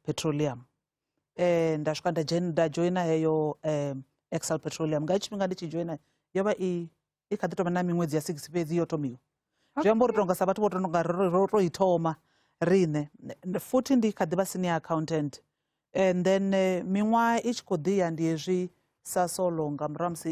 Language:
Venda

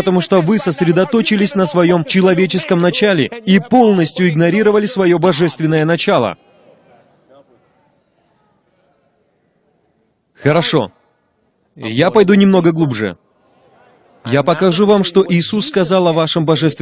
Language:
Russian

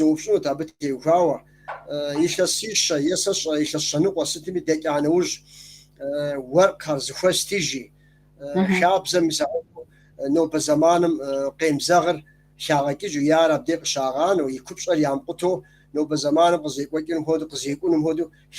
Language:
Kabardian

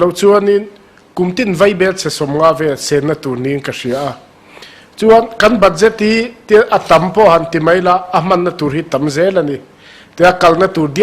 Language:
Mizo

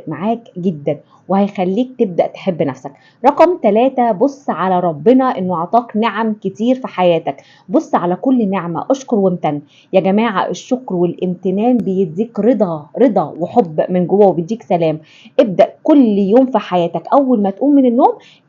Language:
Egyptian Arabic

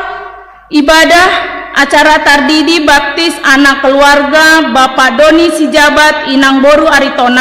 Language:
Batak Simalungun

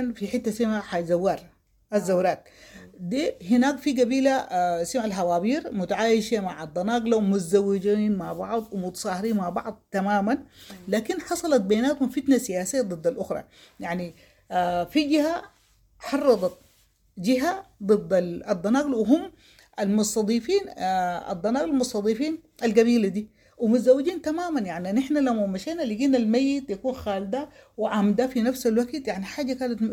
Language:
Sudanese Arabic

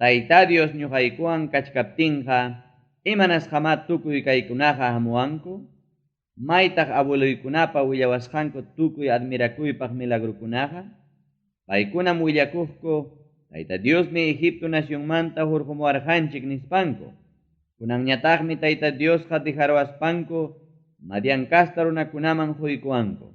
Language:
Ayacucho Quechua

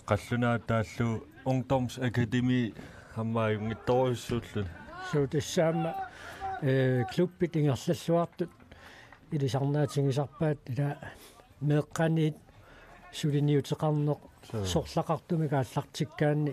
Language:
Kalaallisut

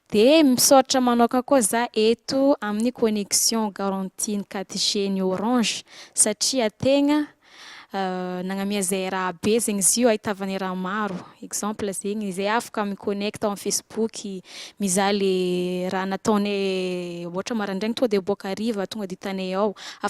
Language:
Malagasy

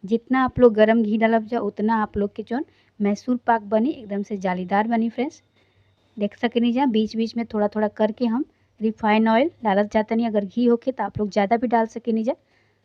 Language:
Bhojpuri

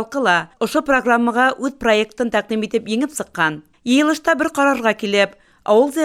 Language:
Bashkir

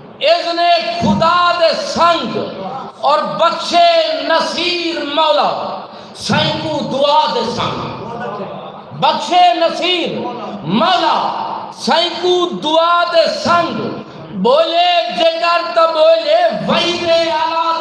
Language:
Saraiki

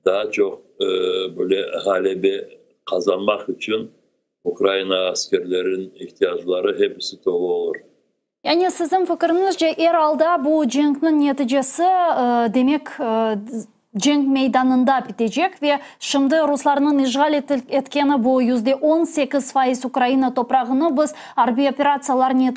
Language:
Crimean Tatar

